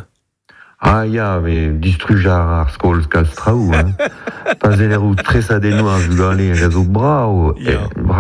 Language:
Breton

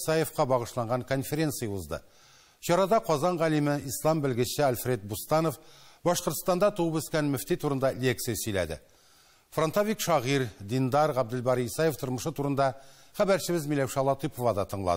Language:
Tatar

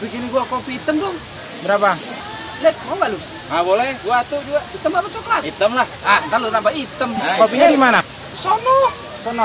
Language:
Betawi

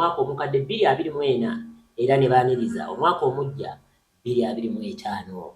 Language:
Ganda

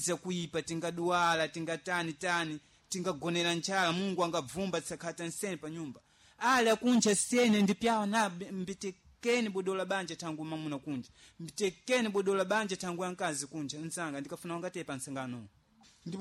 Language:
Sena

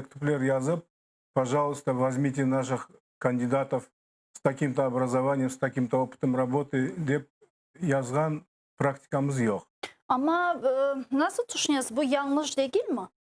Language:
Crimean Tatar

